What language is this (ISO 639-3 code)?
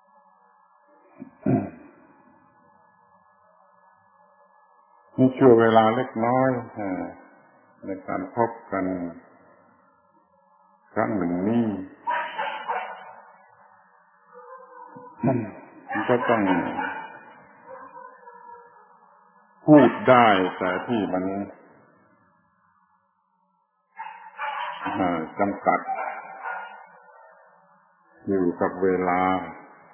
tha